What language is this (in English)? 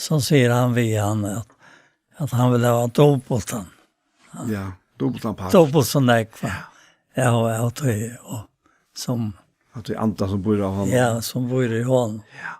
Faroese